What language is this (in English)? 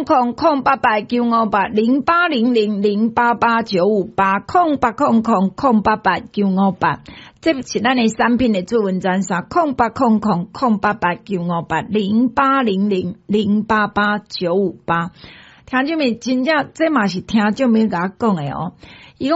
Min Nan Chinese